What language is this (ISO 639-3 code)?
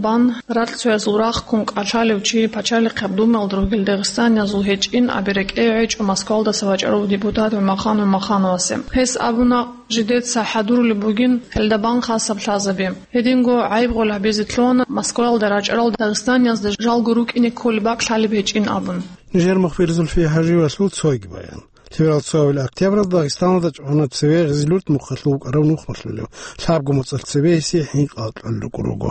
ava